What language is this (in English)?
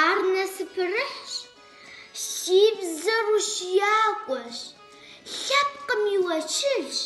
Kabardian